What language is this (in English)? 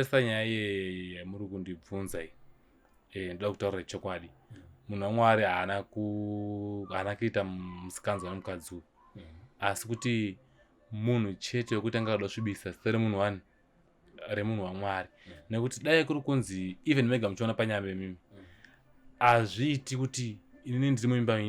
Shona